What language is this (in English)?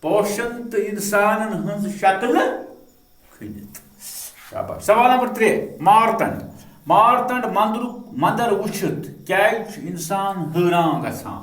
Kashmiri